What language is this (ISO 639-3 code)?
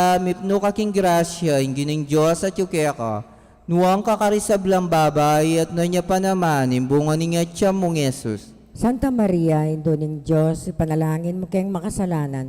pam